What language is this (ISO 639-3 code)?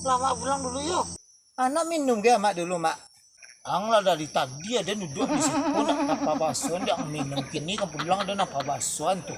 min